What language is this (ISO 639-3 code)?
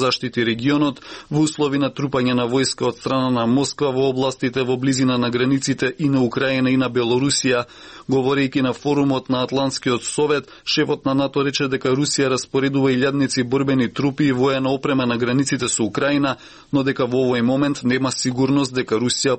mkd